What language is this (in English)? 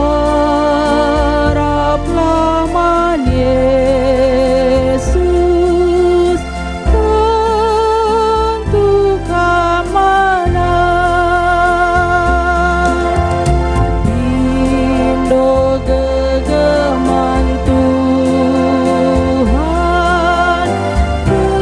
Batak Karo